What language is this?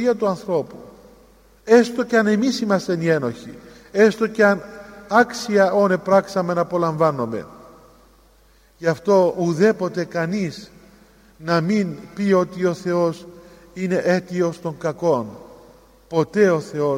Greek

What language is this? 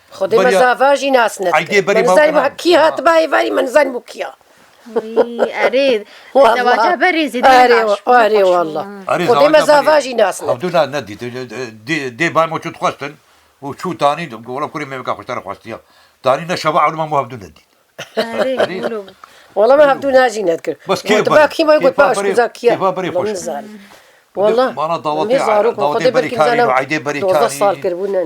Kurdish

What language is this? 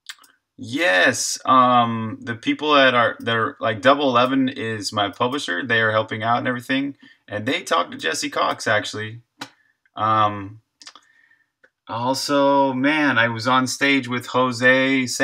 English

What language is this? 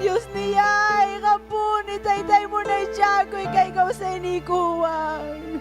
Ayacucho Quechua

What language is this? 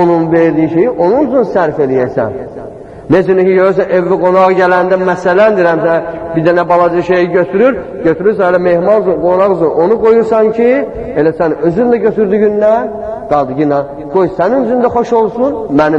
Azerbaijani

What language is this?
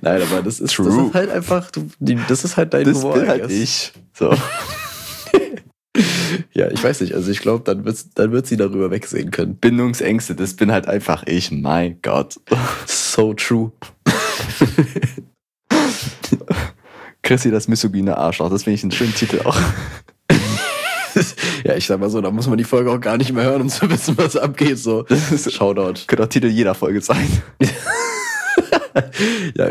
German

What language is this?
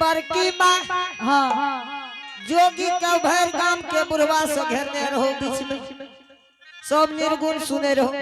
Angika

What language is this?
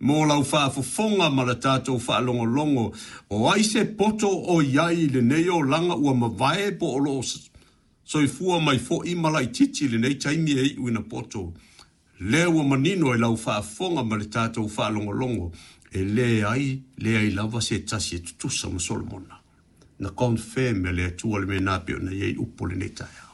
Samoan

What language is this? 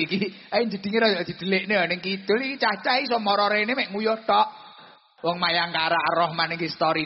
Javanese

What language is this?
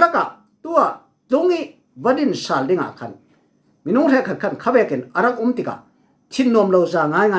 Falam Chin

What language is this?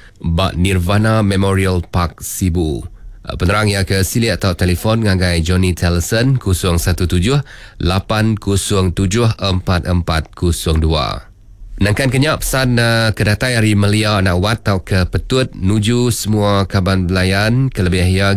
Iban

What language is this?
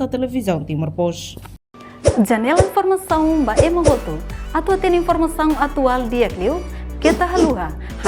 Tetum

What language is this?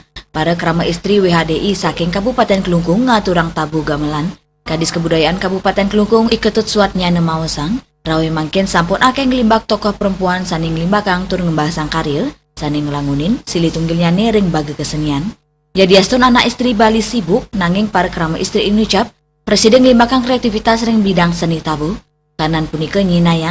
Balinese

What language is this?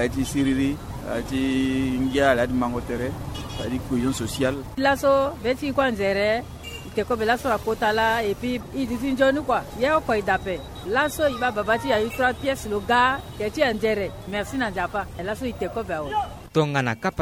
Sango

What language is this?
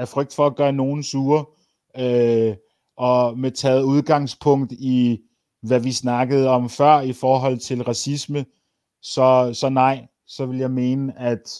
Danish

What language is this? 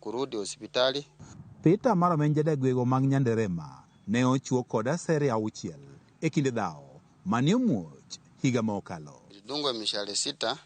Luo (Kenya and Tanzania)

